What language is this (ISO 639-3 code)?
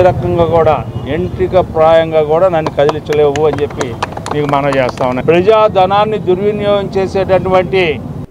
tel